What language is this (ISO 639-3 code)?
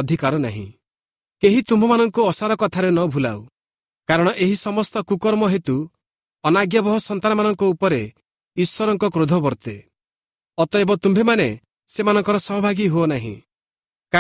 ori